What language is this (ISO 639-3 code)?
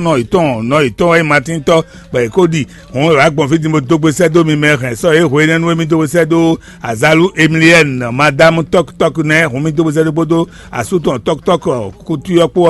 fon